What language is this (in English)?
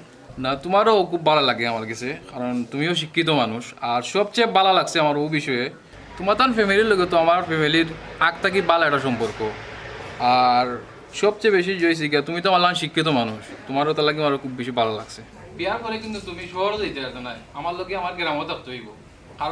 Sylheti